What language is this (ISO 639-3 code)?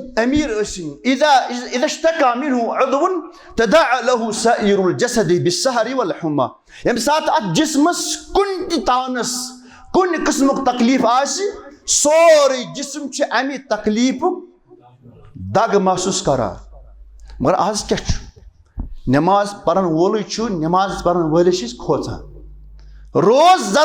kas